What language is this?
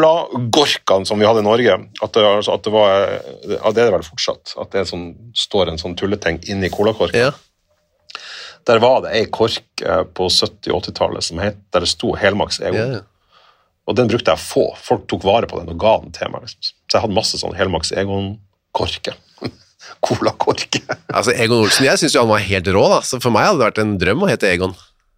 Norwegian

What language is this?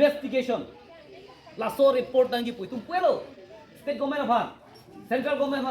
Karbi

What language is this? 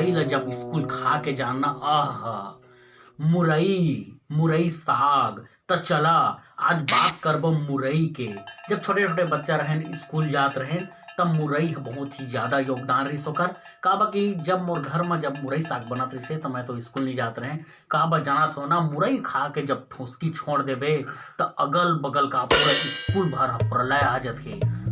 Chhattisgarhi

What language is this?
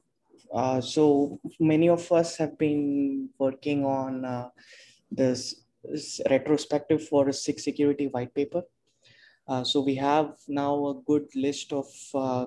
English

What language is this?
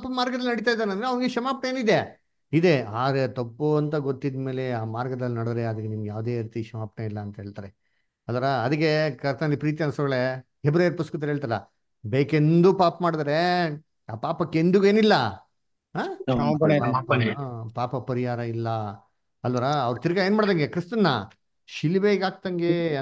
Kannada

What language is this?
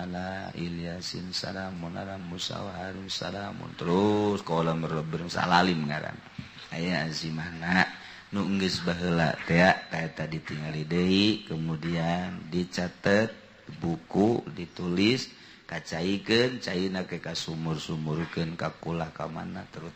Sundanese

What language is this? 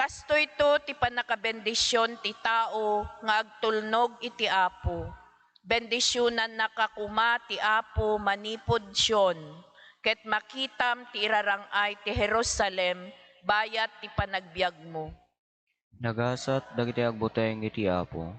Iloko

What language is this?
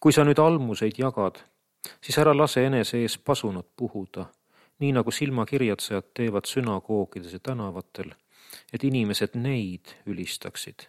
Estonian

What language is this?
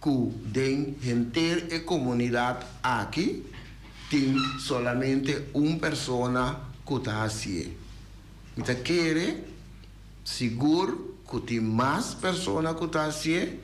Papiamento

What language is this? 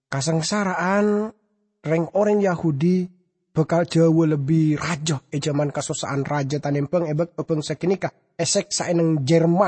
Madurese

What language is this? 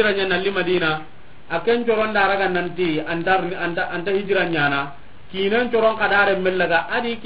Soninke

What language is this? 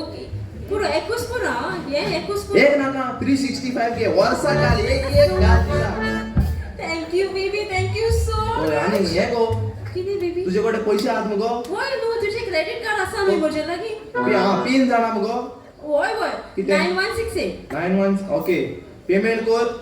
Konkani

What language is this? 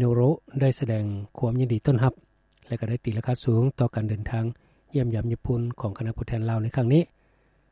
Lao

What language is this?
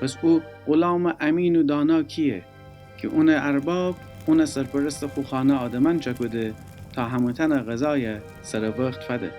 Gilaki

